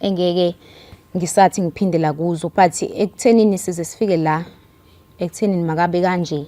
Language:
Zulu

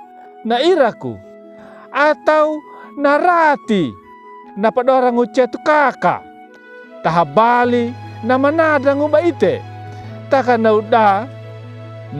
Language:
Anakalangu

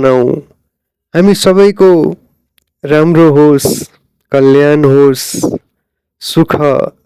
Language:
Nepali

